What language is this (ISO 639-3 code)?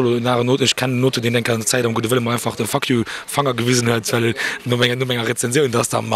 ltz